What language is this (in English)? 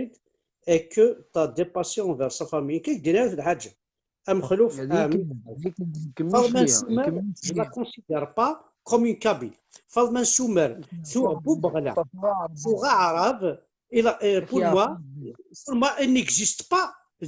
Kabyle